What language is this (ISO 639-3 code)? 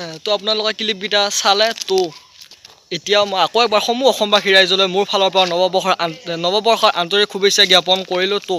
asm